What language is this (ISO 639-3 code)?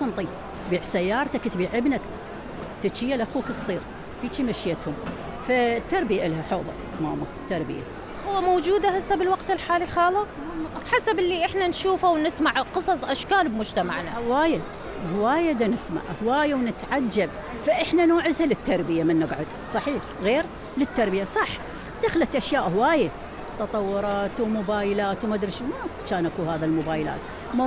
acm